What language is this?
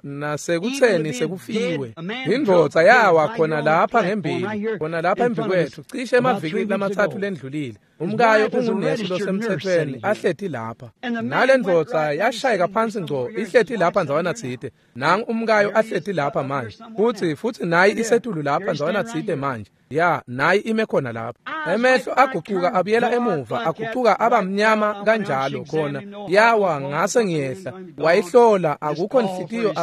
Swati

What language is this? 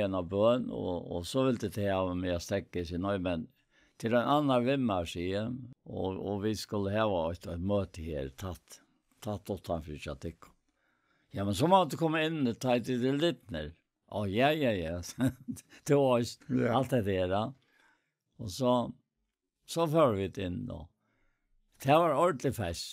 Faroese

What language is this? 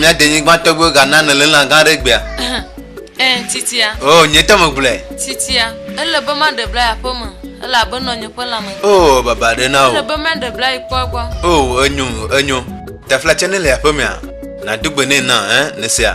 Ewe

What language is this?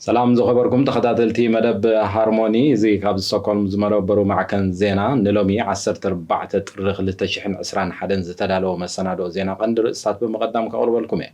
Tigrinya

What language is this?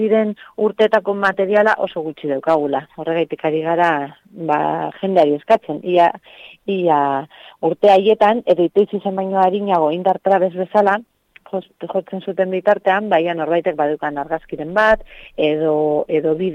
Basque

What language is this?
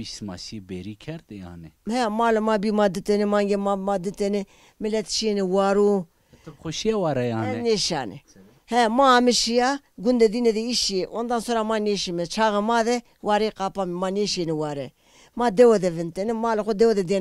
Zaza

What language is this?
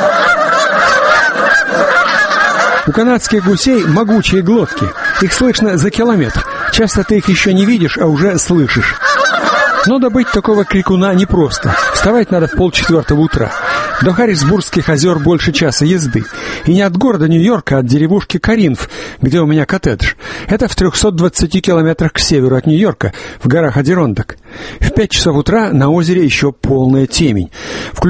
Russian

